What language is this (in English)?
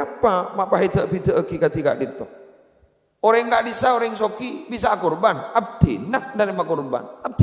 Madurese